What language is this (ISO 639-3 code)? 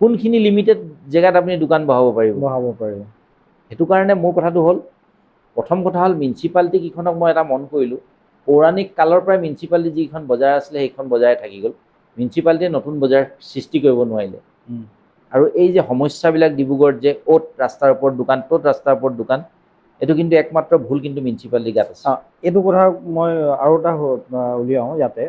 asm